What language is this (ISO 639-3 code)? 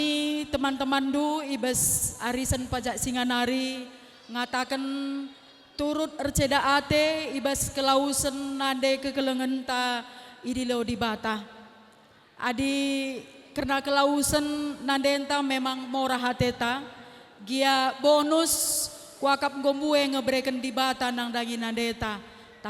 btx